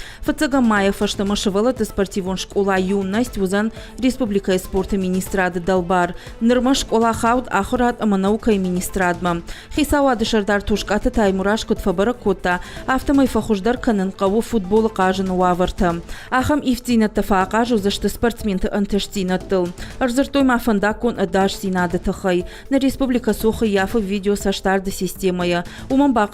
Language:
Ossetic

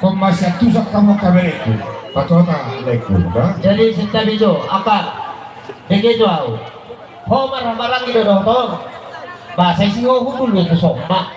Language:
Batak Toba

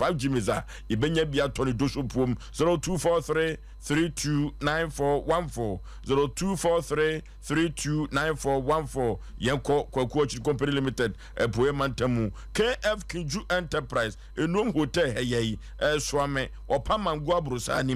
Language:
Akan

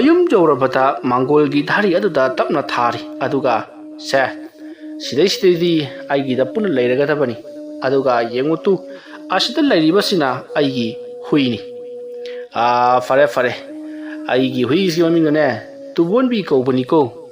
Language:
Manipuri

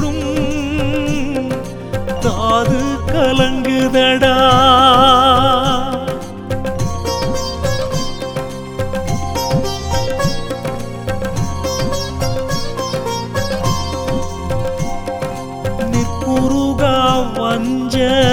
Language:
Tamil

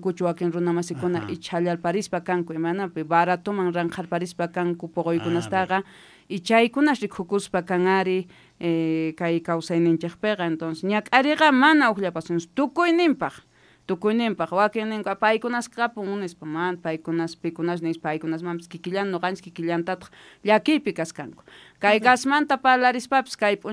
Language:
South Bolivian Quechua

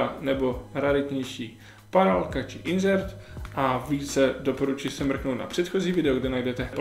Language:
Czech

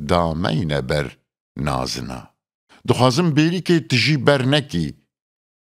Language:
Kurdish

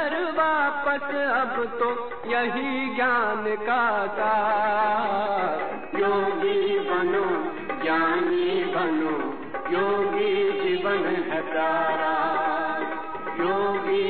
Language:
Hindi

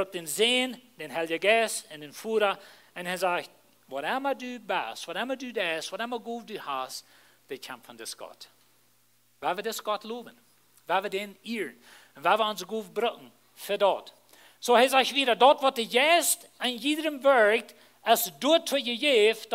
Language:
Plautdietsch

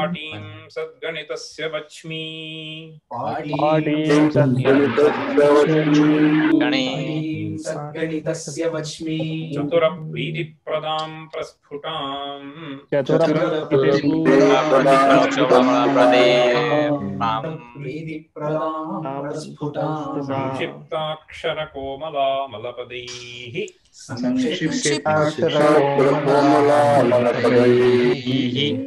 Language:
Sanskrit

